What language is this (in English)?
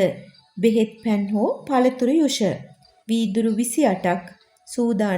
Sinhala